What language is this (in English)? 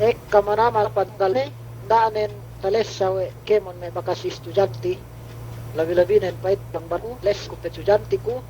Yakan